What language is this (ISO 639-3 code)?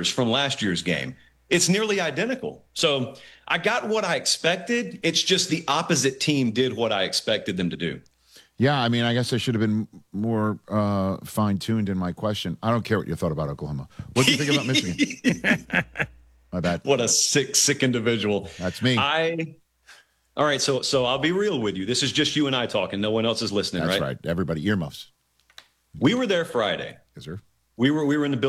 eng